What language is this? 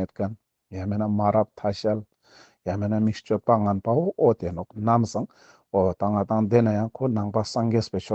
Ladakhi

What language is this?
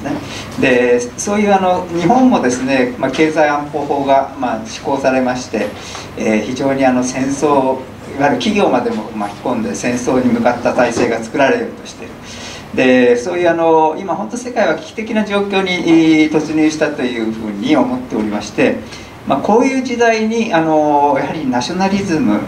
Japanese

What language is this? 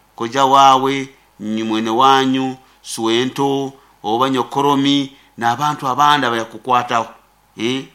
Nyoro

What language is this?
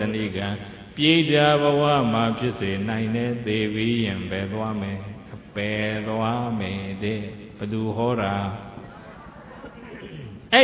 Burmese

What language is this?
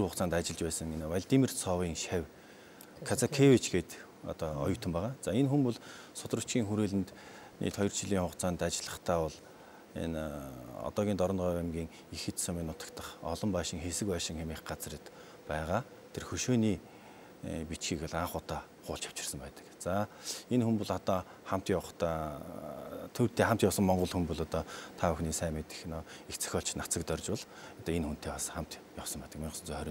Mongolian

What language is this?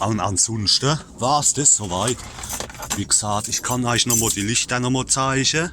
Palatine German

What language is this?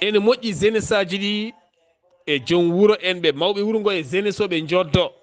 Fula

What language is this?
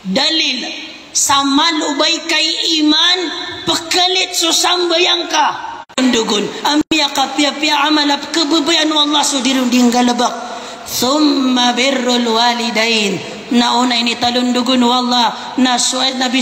Maranao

